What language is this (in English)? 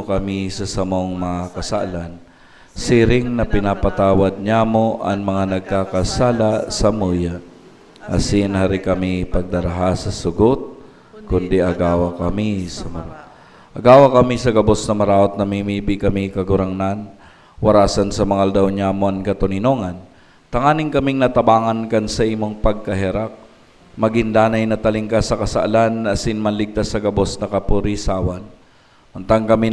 Bikol